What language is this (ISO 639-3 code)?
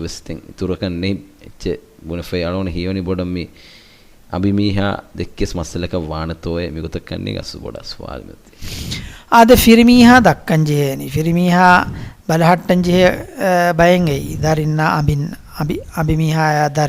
div